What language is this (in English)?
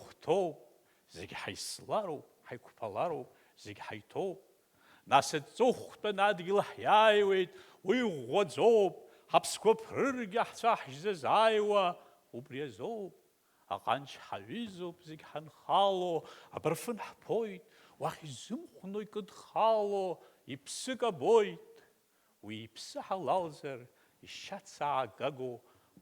Abkhazian